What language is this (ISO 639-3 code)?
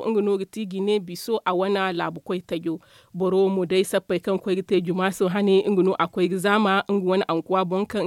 dje